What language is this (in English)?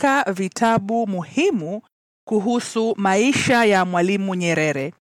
Swahili